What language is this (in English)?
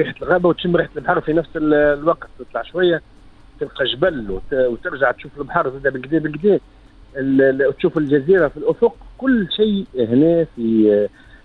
Tunisian Arabic